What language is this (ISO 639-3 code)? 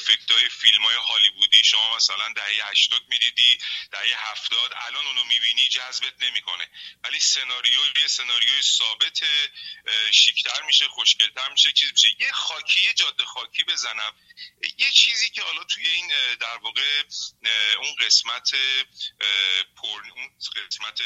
fas